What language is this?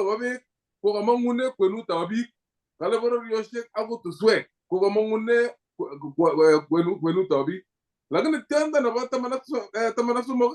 Kalenjin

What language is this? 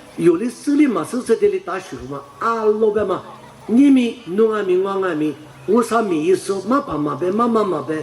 Lisu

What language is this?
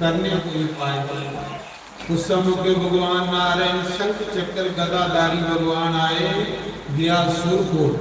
Dogri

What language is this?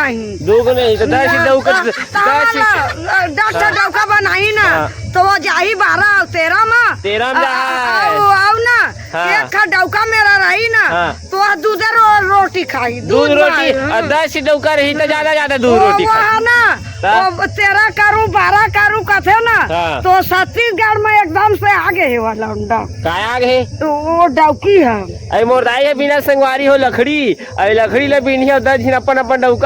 Chhattisgarhi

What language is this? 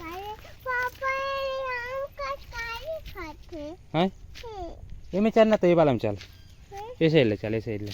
Chhattisgarhi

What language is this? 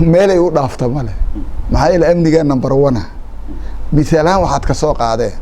Somali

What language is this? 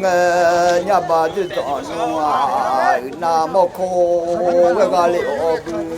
Akha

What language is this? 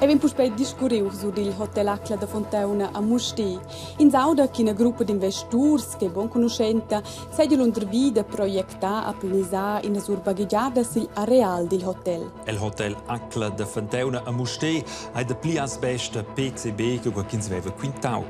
Romansh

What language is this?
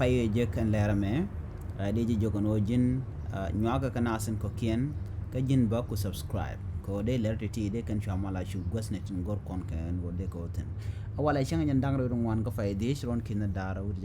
Nuer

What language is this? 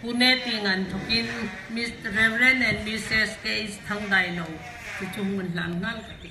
Hmar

